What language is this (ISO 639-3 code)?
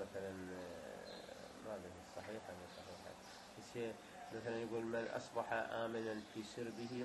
acm